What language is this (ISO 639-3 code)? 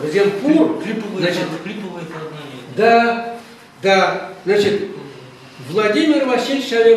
chv